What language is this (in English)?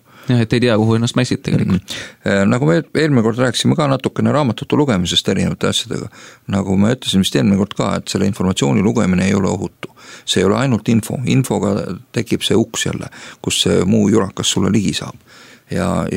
Estonian